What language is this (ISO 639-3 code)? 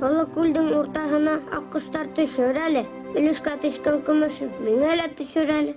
bak